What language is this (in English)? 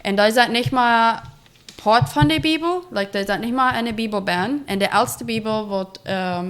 Plautdietsch